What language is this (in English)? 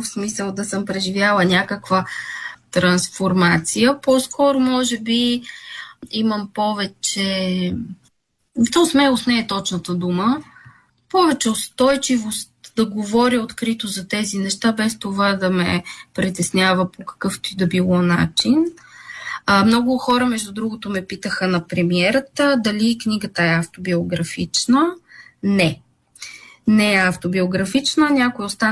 Bulgarian